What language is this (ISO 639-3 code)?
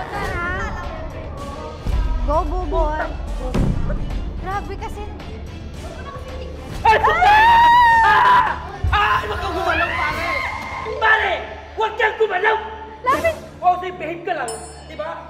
fil